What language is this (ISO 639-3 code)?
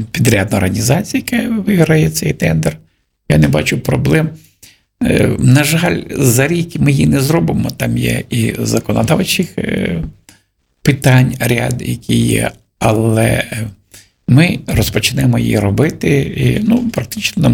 ukr